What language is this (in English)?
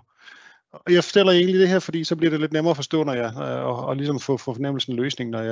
Danish